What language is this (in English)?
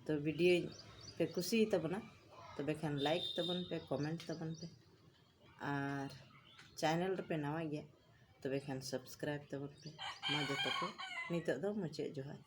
Santali